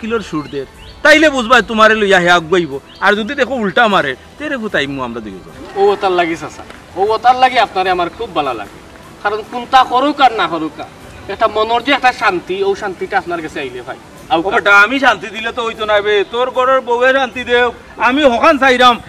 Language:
Sylheti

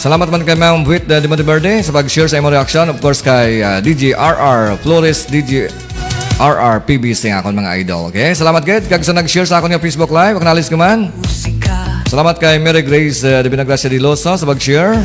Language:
Hiligaynon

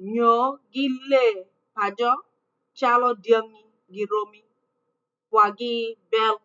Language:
Acoli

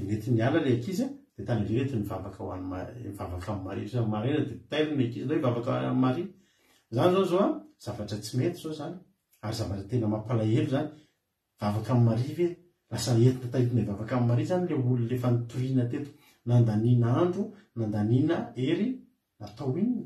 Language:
Malagasy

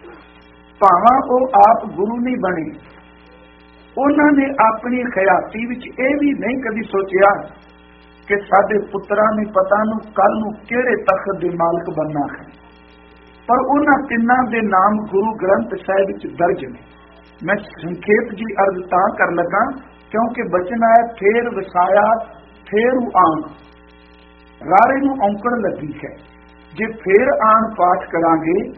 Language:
Punjabi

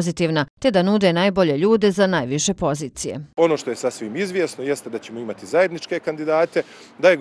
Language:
Bosnian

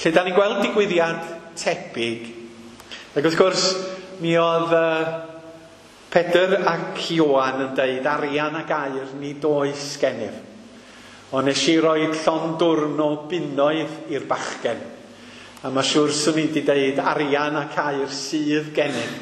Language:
Welsh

